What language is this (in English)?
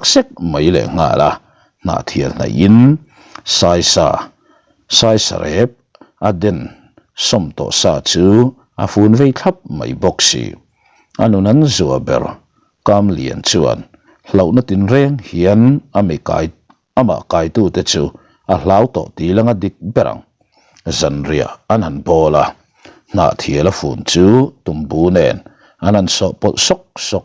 Mizo